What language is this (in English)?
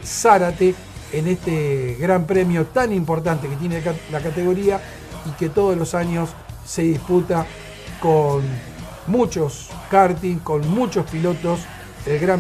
Spanish